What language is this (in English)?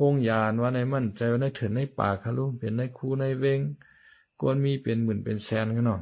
Shan